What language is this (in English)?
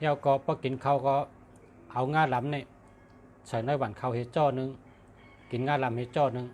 Shan